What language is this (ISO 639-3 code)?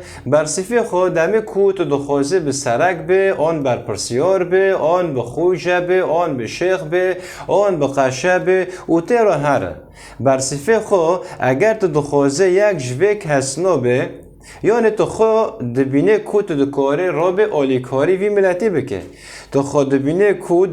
kur